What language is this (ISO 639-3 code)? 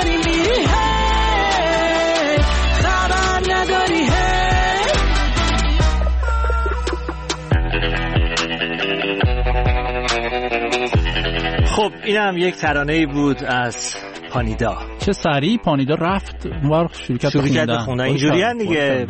fas